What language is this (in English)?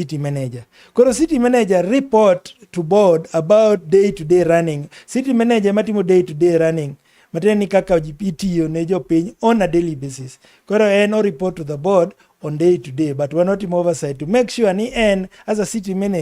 Luo (Kenya and Tanzania)